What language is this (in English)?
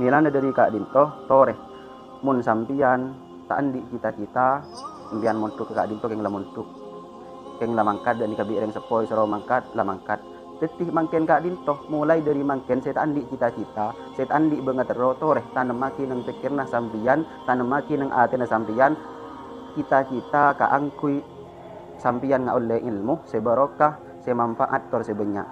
Madurese